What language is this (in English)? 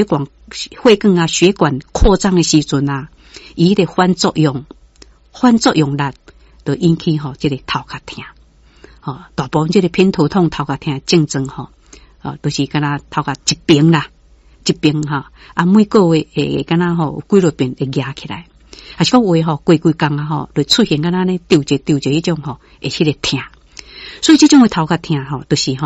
Min Nan Chinese